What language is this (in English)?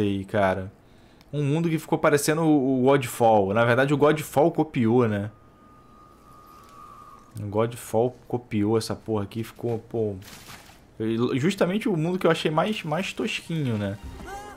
Portuguese